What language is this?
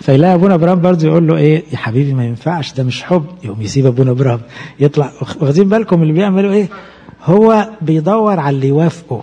Egyptian Arabic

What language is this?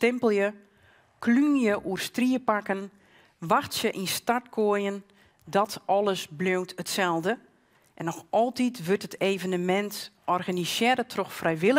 Western Frisian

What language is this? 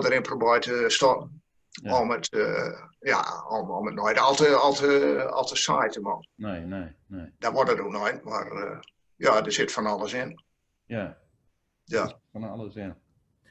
Gronings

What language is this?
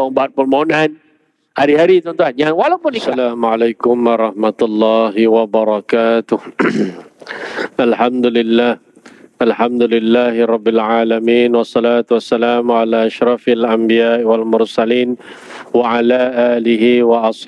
Malay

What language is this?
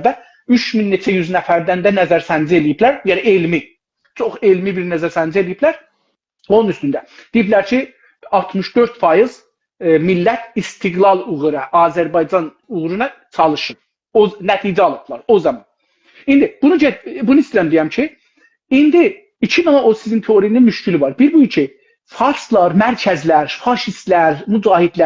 South Azerbaijani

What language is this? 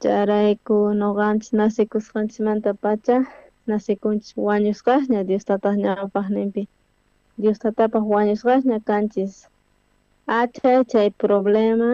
South Bolivian Quechua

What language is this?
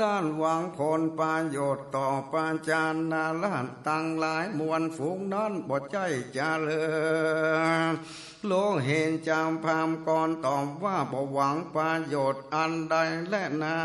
Northern Thai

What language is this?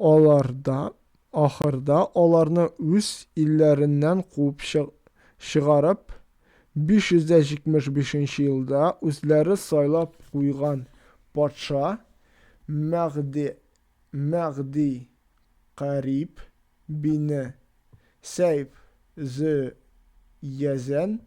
Tatar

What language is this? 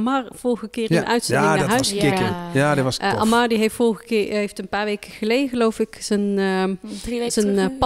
Dutch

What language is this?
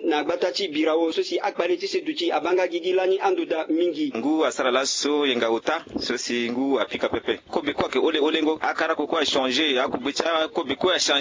Sango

